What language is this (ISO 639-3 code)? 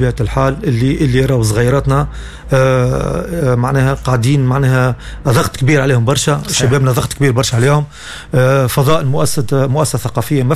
aeb